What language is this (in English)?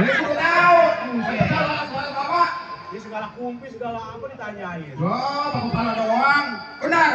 Betawi